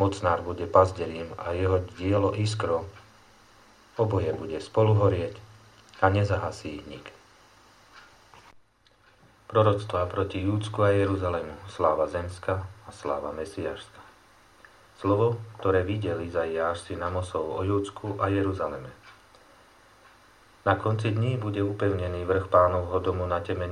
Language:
Slovak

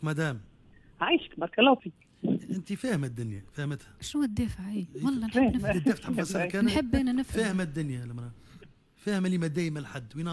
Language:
Tunisian Arabic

